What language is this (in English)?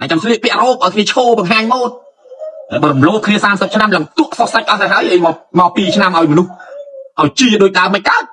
Khmer